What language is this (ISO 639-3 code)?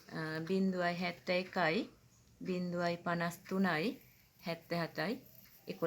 sin